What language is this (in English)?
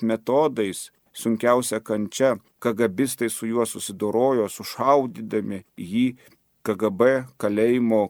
Lithuanian